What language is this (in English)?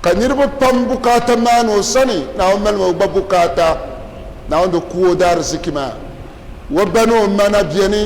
Dagbani